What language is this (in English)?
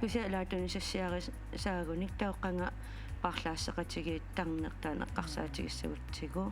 Kalaallisut